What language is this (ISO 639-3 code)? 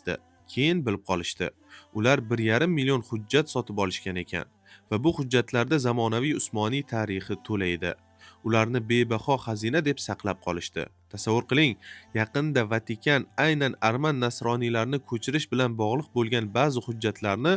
uzb